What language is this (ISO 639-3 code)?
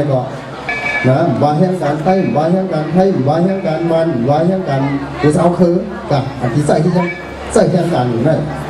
shn